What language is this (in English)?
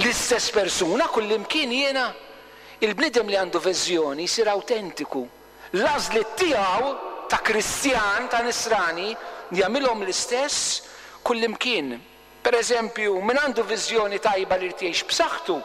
Maltese